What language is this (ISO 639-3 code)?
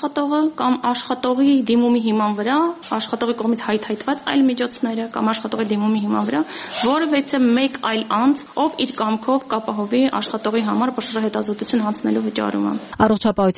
hye